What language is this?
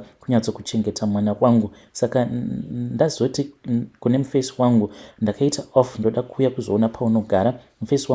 Shona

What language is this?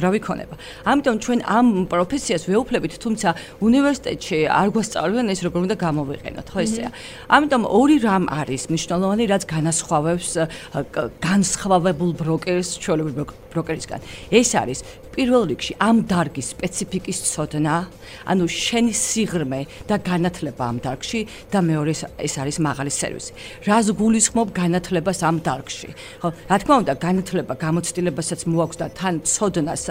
Georgian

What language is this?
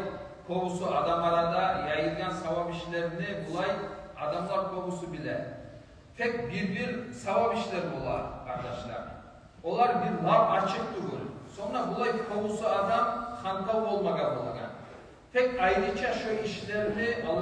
Kumyk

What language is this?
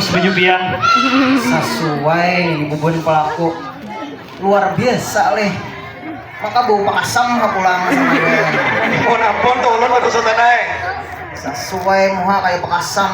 Banjar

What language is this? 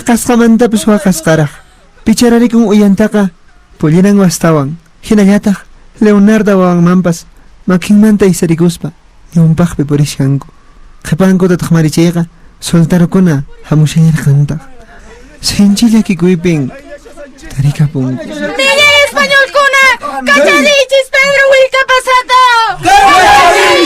Quechua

